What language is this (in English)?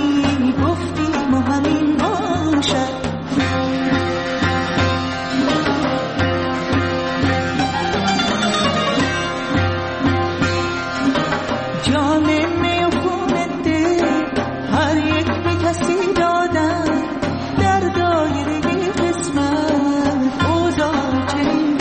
Persian